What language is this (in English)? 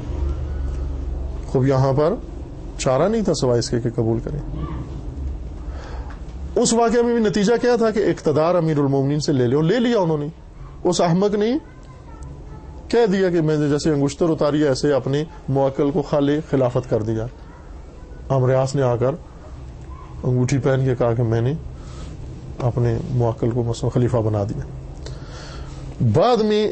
Urdu